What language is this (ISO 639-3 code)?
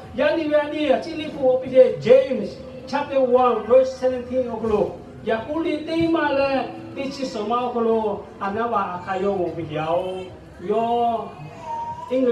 lhu